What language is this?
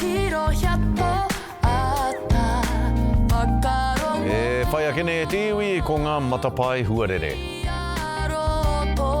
Māori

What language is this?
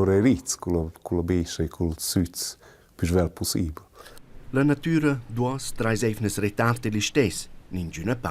Romansh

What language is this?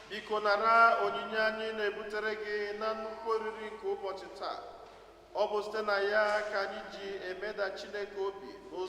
Igbo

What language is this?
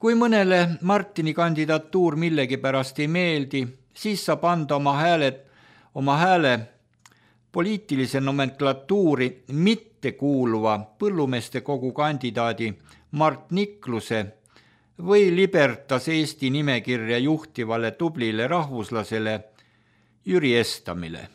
Estonian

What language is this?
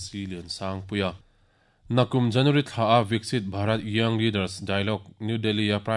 Mizo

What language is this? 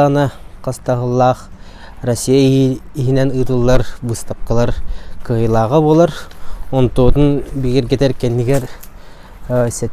Yakut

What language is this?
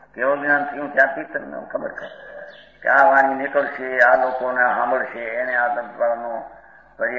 Gujarati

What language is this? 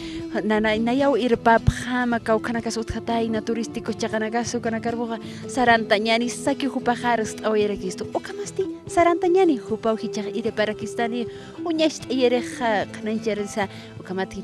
Aymara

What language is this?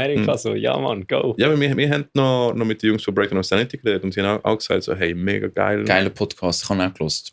Swiss German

